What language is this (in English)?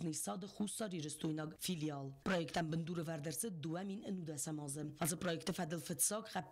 Ossetic